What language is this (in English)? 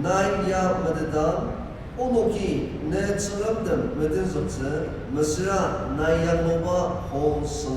Ao Naga